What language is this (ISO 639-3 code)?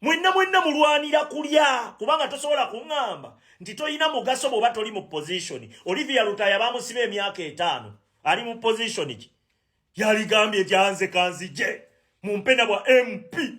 lug